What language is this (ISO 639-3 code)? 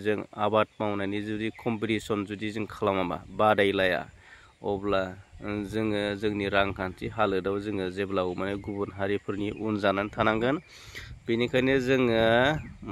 brx